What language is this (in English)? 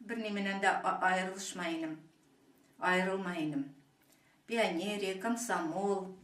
Bashkir